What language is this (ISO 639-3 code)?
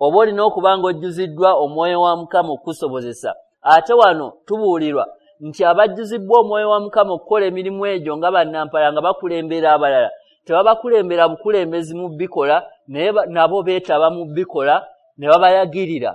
lug